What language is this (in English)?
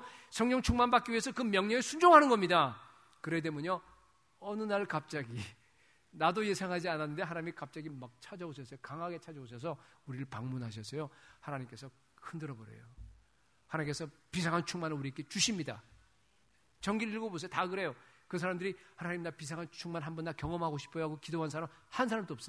Korean